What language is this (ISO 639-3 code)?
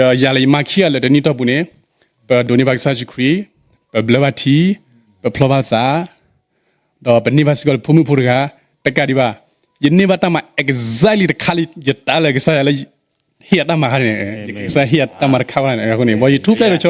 ksw